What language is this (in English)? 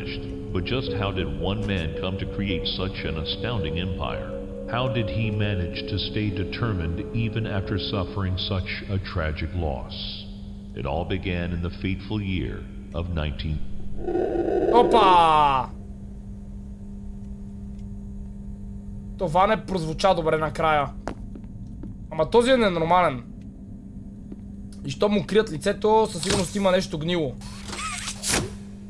Bulgarian